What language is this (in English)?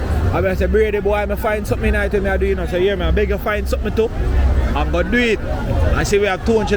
Jamaican Creole English